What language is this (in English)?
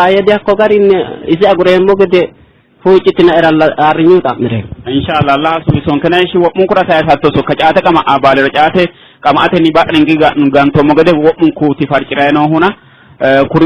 Sidamo